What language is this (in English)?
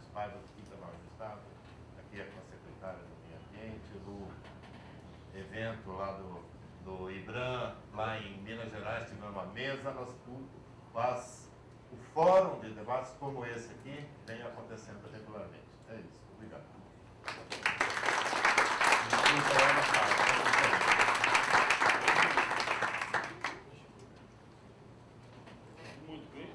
Portuguese